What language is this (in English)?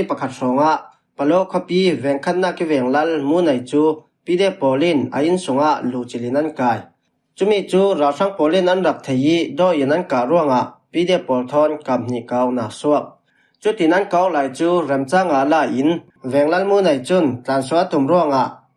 Falam Chin